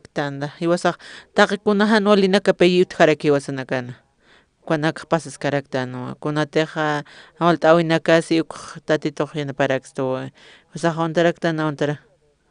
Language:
Aymara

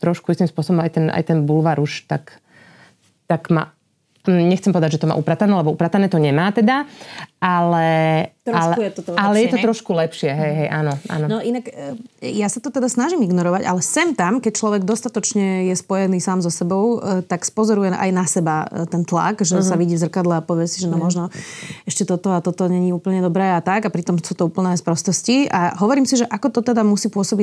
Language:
Slovak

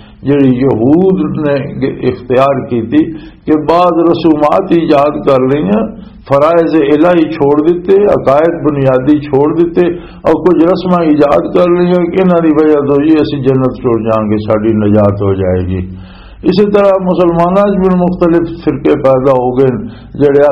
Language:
Western Panjabi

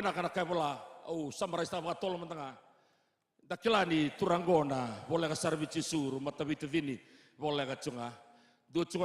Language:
Fijian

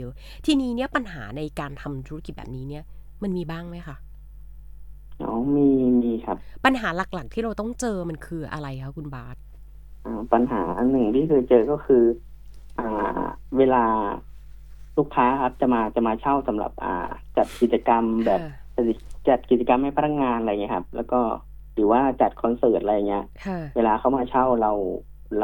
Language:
Thai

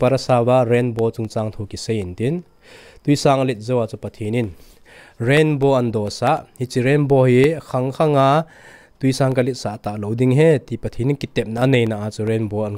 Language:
Thado Chin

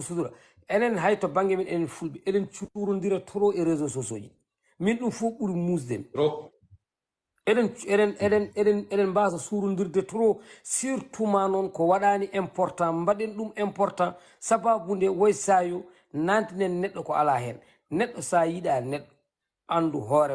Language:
Fula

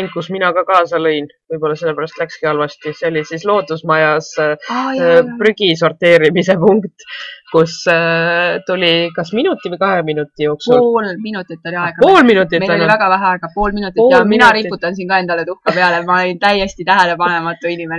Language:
Estonian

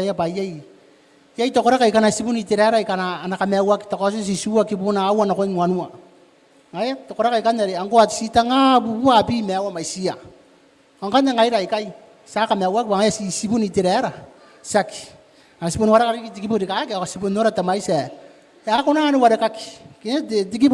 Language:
Gilbertese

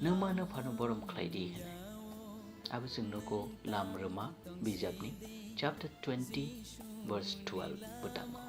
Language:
Kok Borok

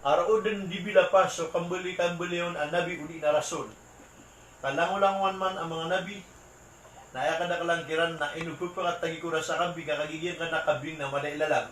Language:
Maranao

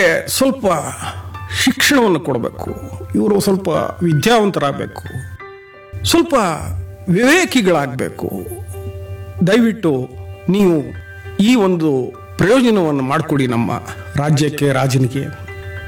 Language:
Kannada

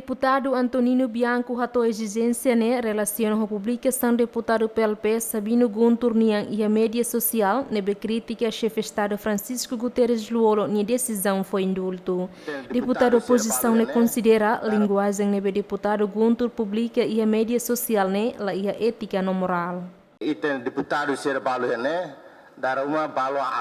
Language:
Tetum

